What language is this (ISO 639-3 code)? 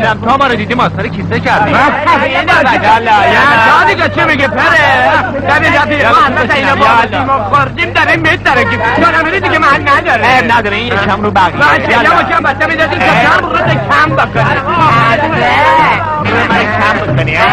fas